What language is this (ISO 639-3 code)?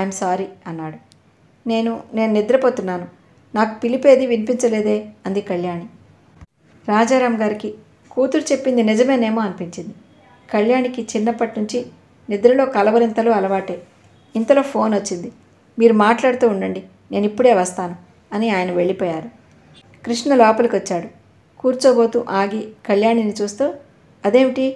tel